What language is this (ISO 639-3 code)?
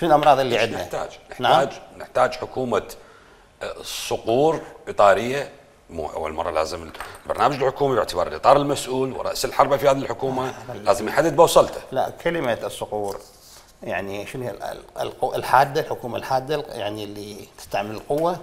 acm